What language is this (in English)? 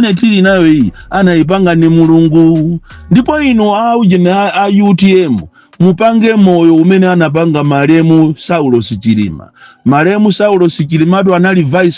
Nyanja